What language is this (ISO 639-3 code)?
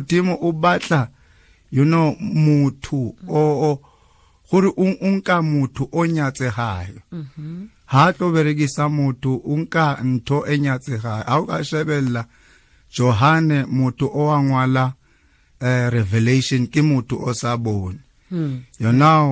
tsn